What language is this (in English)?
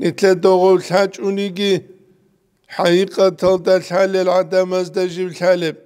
Avaric